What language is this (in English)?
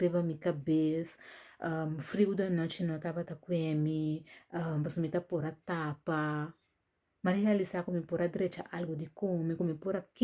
Papiamento